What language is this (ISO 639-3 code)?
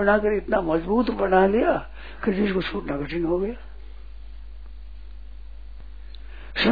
hin